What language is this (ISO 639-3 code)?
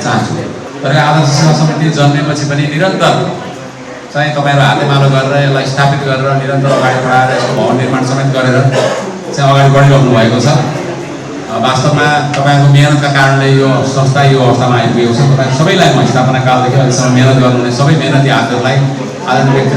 nep